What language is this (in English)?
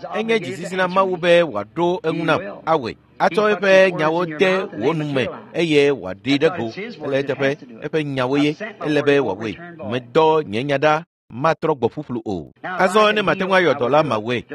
Ewe